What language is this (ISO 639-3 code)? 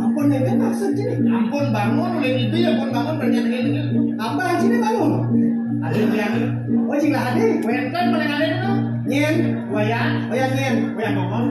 ban